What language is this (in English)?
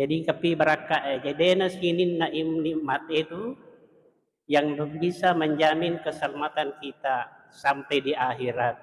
Buginese